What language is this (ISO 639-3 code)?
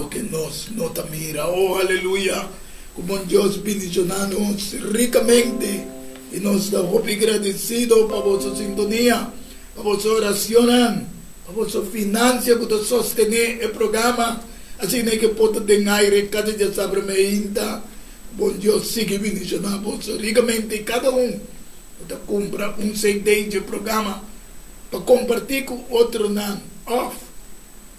pap